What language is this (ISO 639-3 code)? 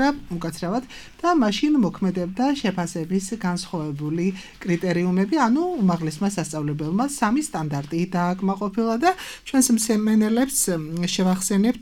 kat